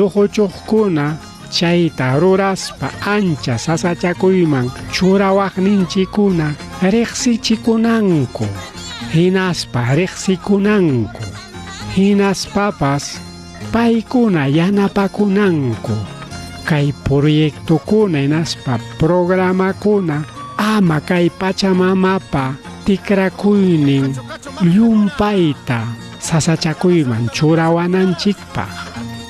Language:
Ayacucho Quechua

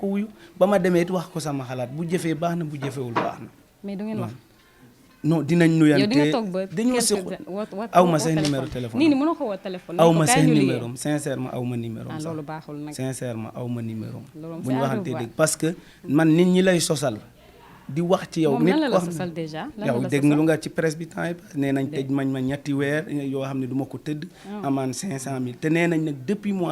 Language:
Wolof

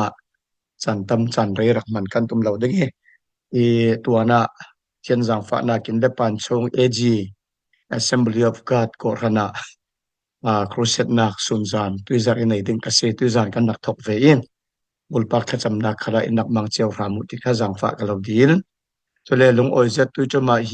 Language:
Falam Chin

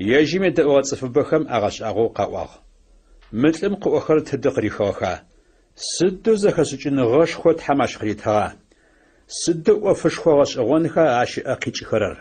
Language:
Adyghe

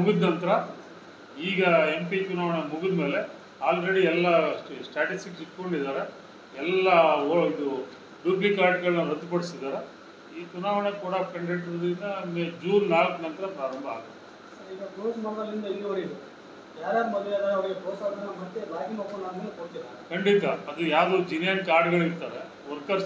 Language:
Kannada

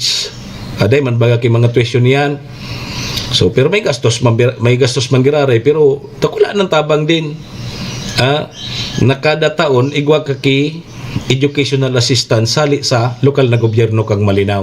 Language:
Bikol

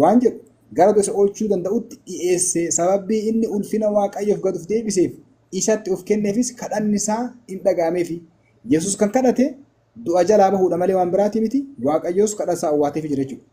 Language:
Oromo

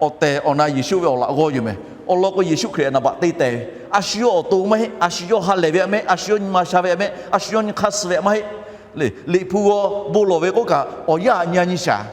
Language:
Lahu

